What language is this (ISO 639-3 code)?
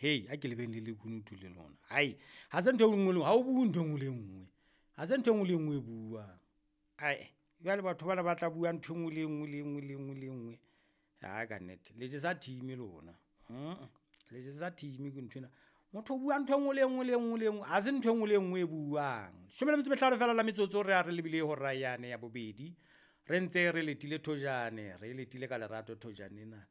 sot